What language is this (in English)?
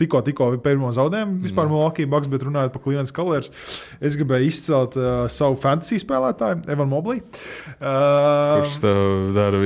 Latvian